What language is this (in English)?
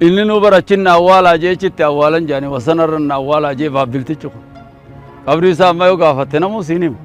Oromo